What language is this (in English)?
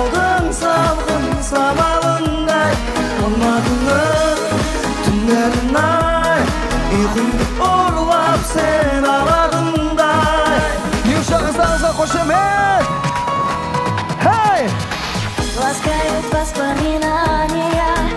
Kazakh